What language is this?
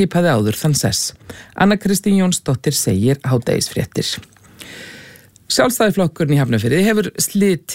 Icelandic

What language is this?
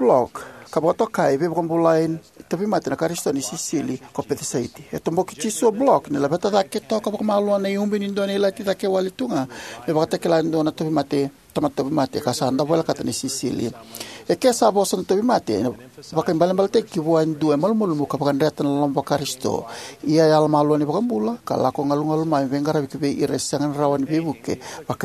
Fijian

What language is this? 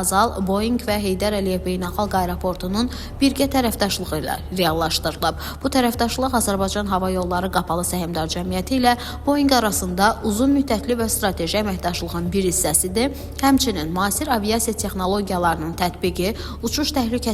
Azerbaijani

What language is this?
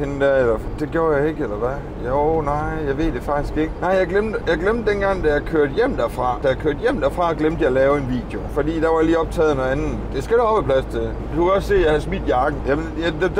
Danish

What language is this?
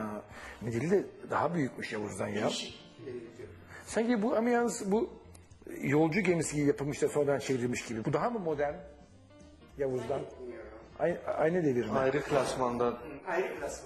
Turkish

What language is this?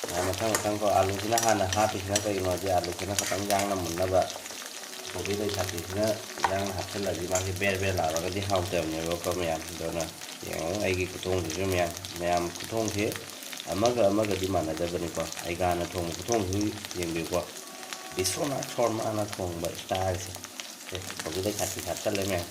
Manipuri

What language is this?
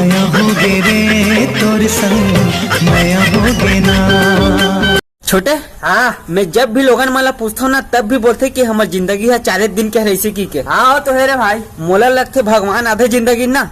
Chhattisgarhi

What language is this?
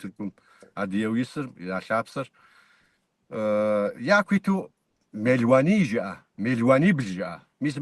Kabardian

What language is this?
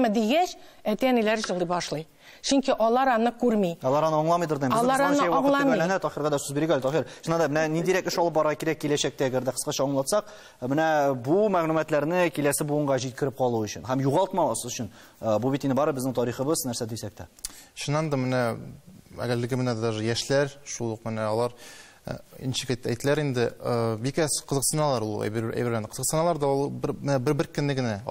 Tatar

